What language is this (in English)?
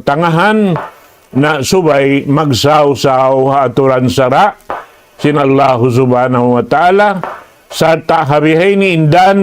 Tausug